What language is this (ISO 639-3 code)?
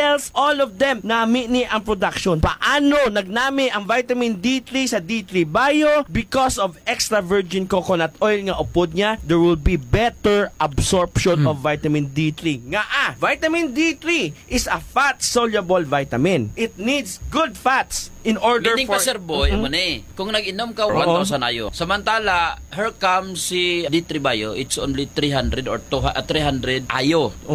hil